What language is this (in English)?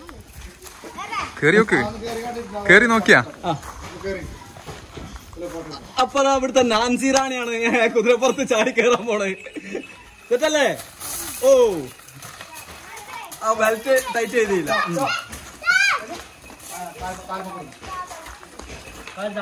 Malayalam